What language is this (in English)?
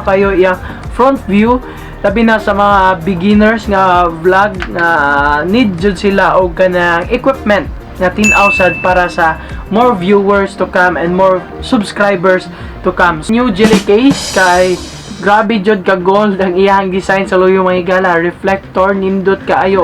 Cebuano